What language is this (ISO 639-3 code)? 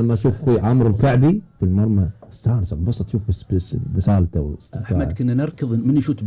afb